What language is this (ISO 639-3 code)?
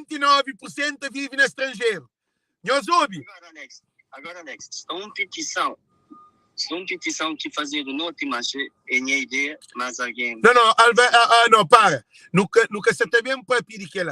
kea